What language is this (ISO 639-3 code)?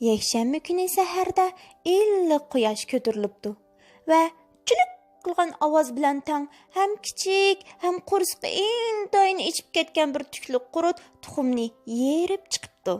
uig